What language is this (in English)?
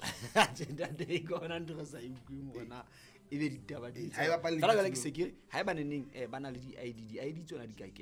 Southern Sotho